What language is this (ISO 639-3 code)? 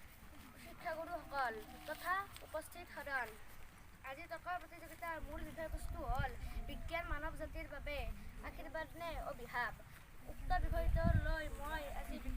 asm